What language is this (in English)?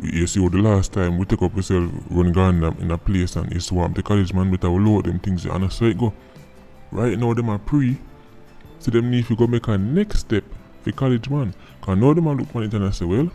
Jamaican Creole English